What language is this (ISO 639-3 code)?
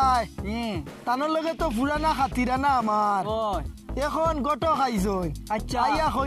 syl